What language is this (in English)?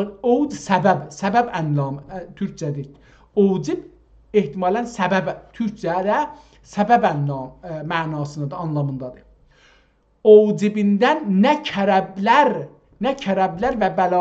South Azerbaijani